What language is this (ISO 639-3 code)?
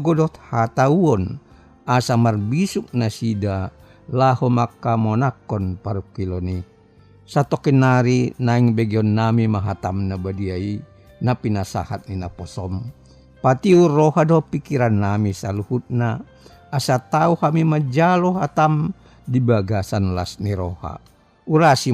bbc